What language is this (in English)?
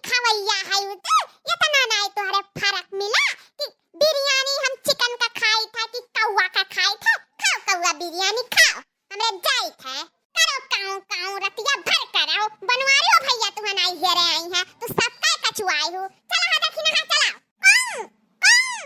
Awadhi